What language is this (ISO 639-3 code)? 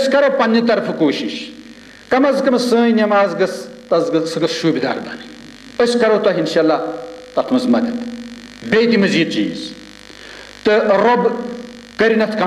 kas